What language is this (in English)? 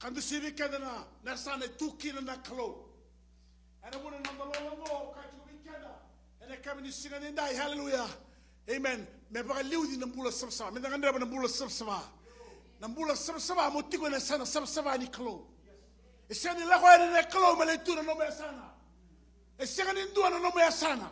Fijian